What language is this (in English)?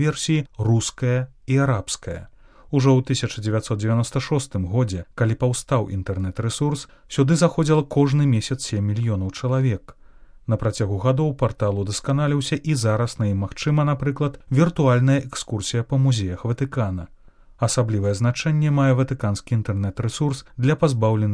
Belarusian